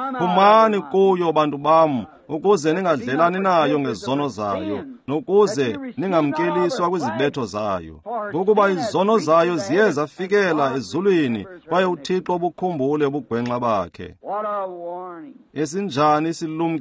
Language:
Xhosa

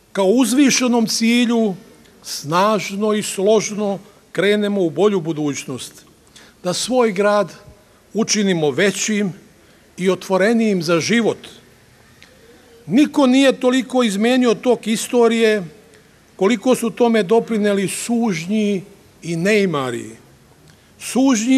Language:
Serbian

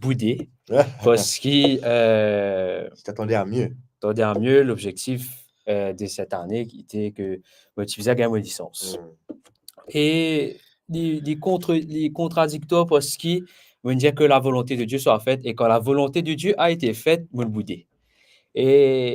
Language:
Morisyen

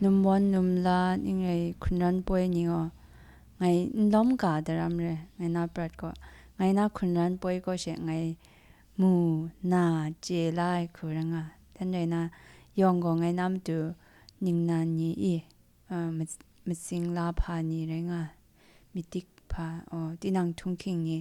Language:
Kachin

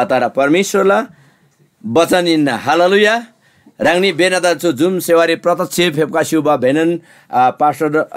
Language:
Eastern Tamang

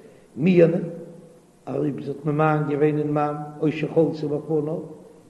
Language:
Yiddish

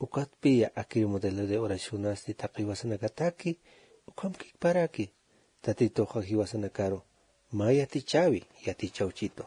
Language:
Aymara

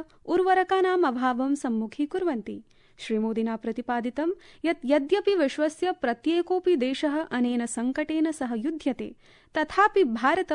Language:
Sanskrit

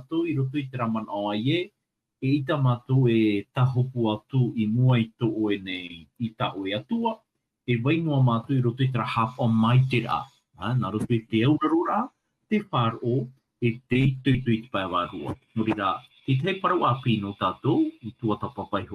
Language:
Tahitian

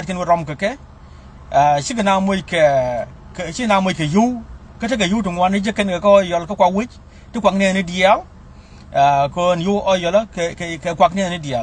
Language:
Nuer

